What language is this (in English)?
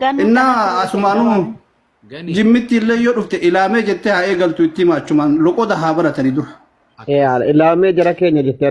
Oromo